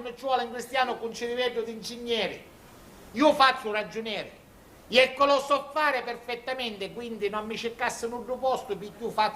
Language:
Sicilian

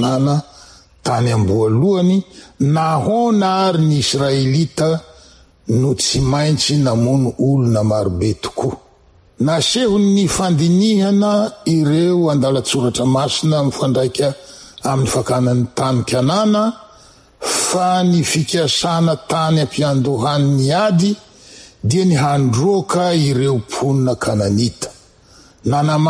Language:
Malagasy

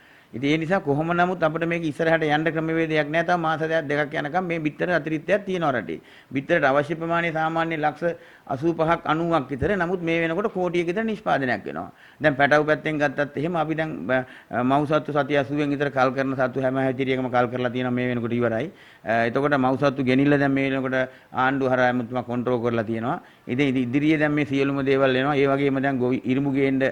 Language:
Sinhala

